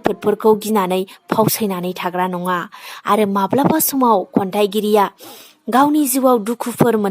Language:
Bodo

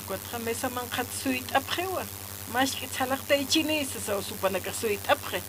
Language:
Aymara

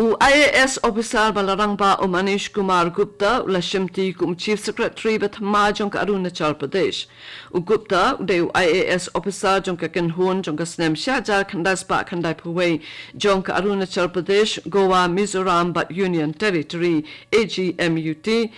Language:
Khasi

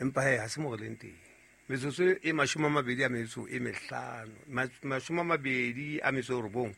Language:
Southern Sotho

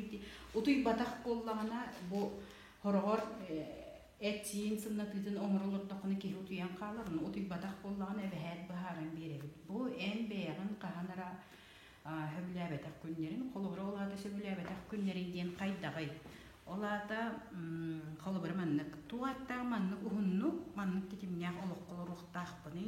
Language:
Yakut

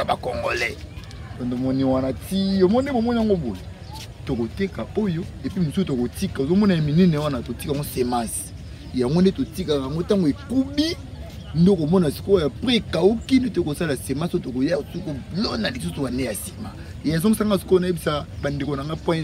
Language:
Lingala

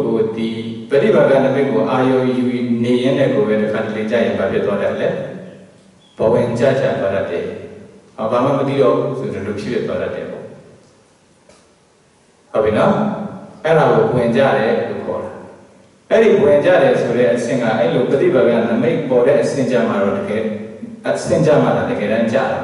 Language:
Burmese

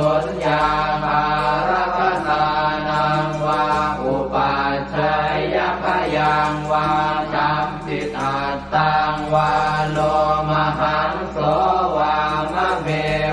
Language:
Pali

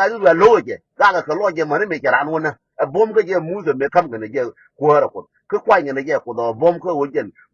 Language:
Nuer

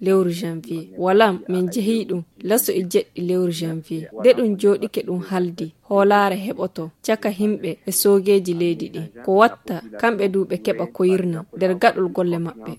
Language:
Fula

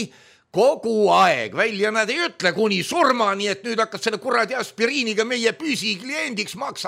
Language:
Estonian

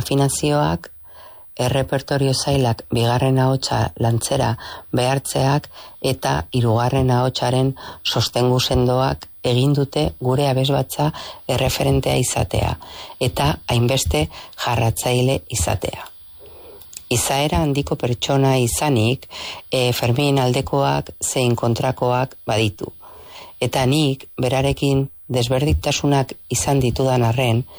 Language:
Basque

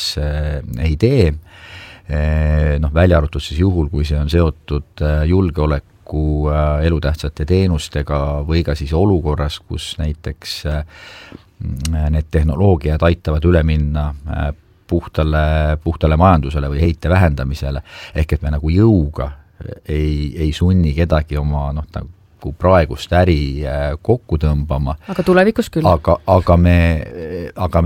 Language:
Estonian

